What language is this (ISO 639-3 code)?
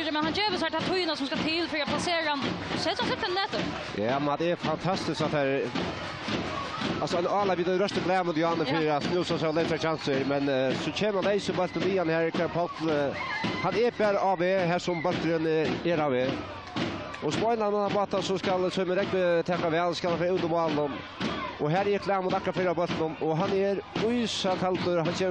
fao